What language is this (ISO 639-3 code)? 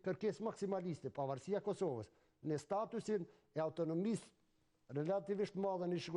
sqi